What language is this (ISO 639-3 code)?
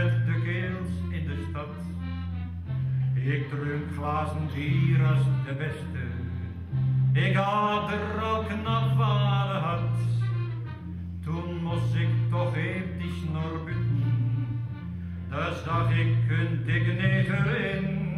nld